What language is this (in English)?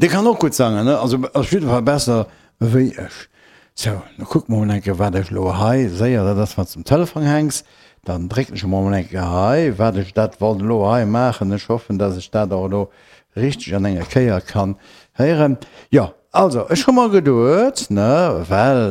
Luxembourgish